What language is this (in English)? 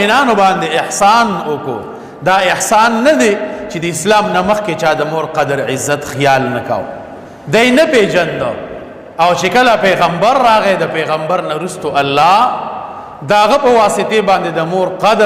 Pashto